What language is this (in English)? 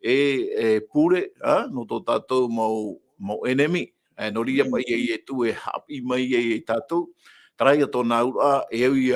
Tahitian